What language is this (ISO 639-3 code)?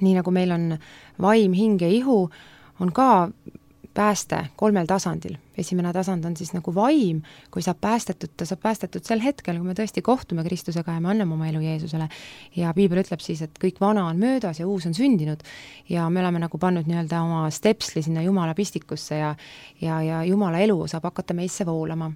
est